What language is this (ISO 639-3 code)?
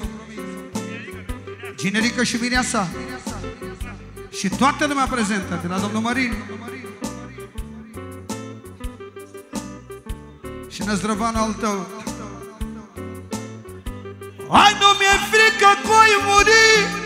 ron